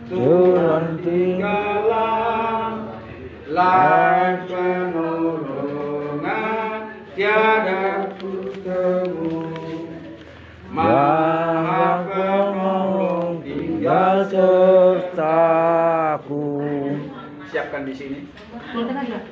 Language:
Indonesian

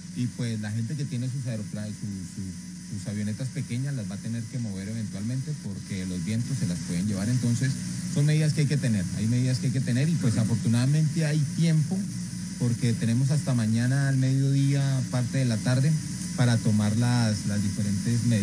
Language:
Spanish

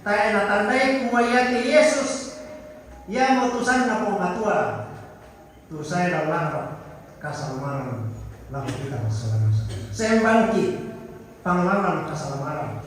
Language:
Toraja-Sa'dan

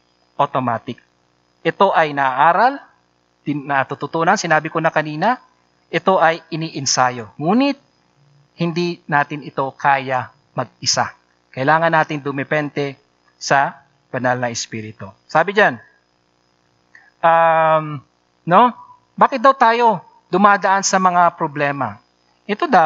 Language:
Filipino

